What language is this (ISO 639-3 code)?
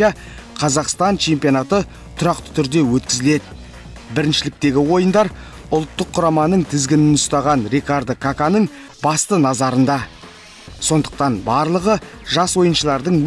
kaz